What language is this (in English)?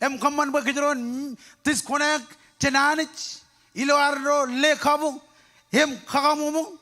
Marshallese